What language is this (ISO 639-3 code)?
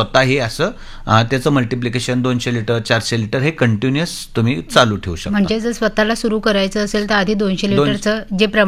mar